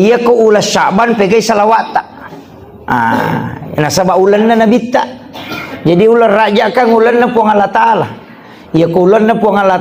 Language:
Buginese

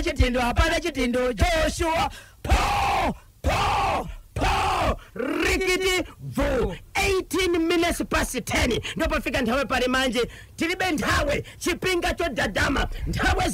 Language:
Shona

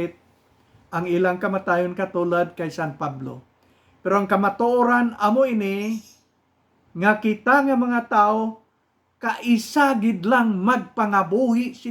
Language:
Hiligaynon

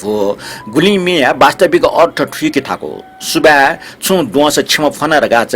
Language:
Newari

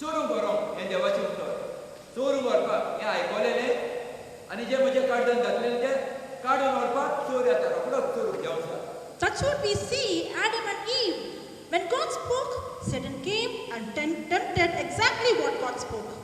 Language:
Konkani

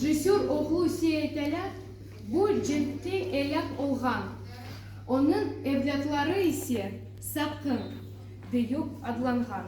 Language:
Crimean Tatar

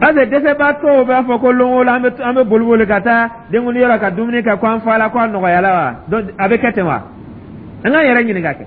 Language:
Dyula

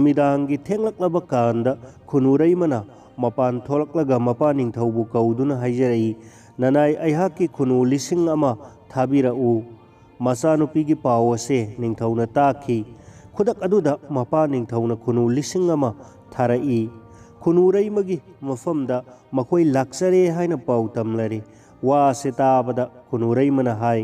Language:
Manipuri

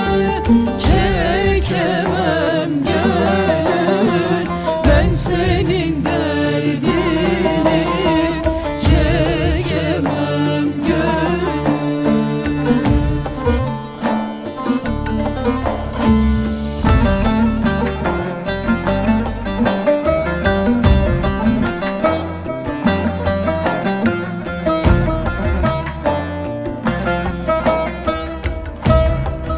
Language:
Turkish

